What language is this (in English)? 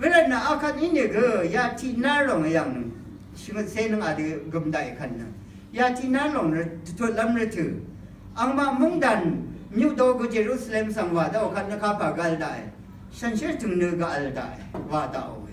Rawang